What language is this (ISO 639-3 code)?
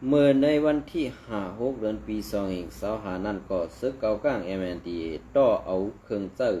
shn